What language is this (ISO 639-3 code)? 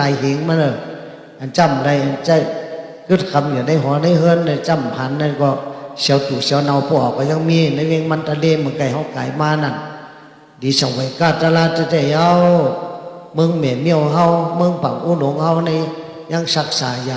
shn